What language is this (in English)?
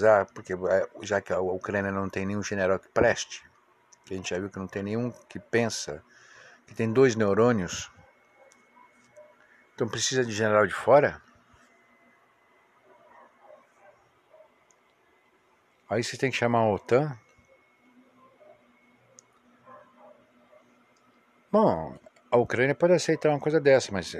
Portuguese